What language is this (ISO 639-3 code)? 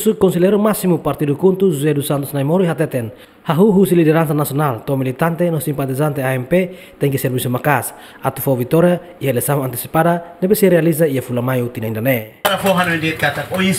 tet